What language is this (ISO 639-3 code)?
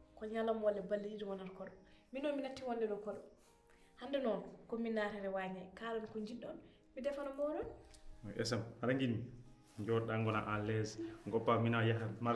ful